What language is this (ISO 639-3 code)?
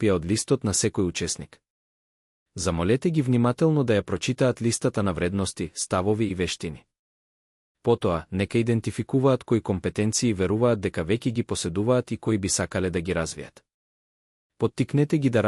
mkd